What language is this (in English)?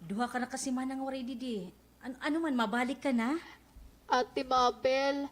Waray